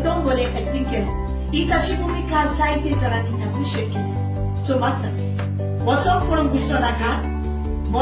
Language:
Konkani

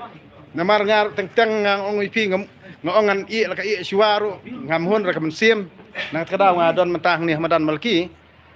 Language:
Khasi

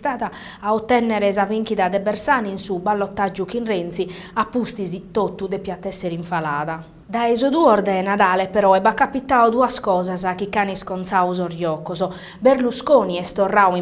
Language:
Sardinian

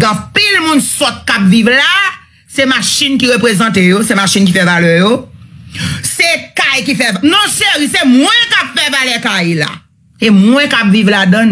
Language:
Haitian Creole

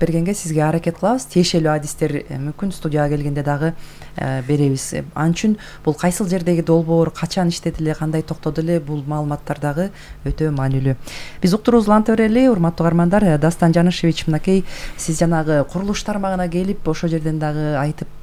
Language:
Kyrgyz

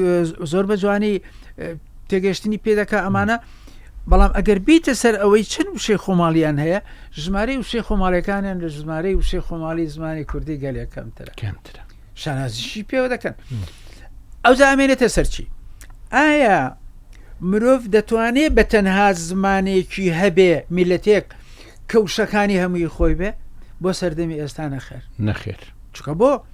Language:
Central Kurdish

